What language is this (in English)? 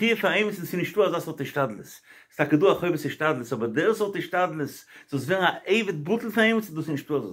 Yiddish